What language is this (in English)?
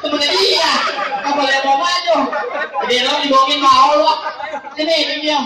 Betawi